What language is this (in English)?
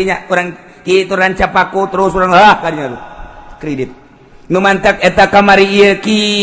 Sundanese